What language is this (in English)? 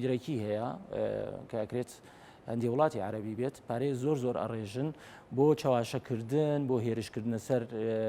Central Kurdish